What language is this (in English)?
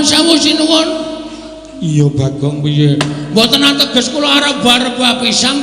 Javanese